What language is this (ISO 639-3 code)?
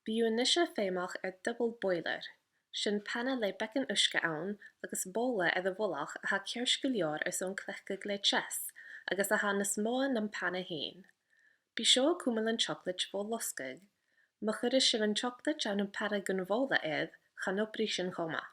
gla